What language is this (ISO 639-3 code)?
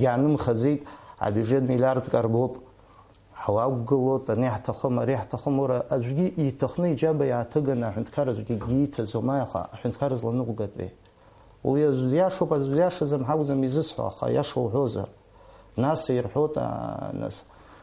abk